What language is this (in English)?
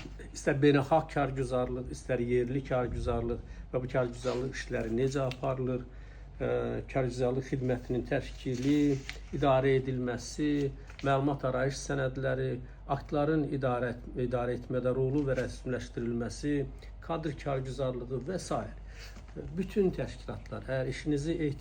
Azerbaijani